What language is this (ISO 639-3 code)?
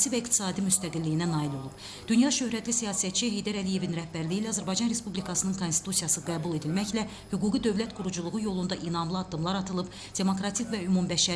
aze